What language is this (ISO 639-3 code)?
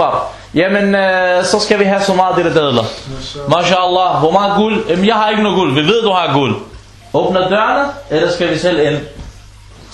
dan